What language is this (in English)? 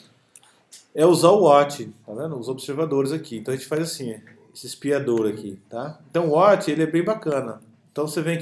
Portuguese